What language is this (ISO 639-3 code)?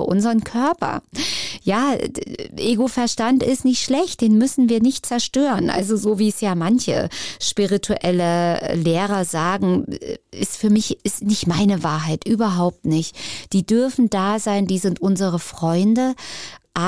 deu